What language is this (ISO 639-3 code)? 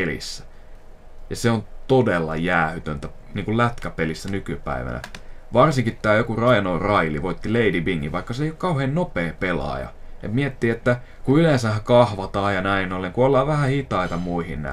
fin